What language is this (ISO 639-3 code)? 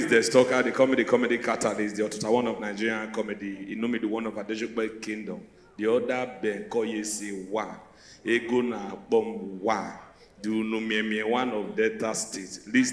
pcm